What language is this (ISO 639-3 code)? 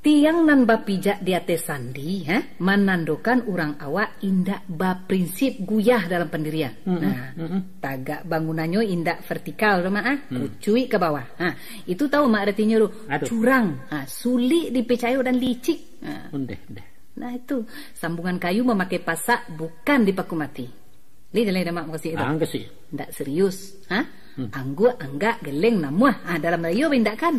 min